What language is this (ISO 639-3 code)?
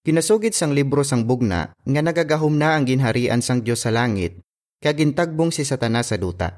hil